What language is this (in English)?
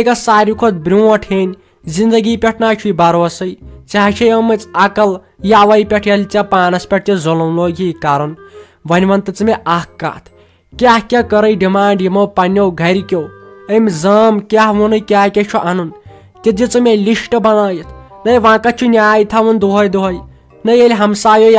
Kashmiri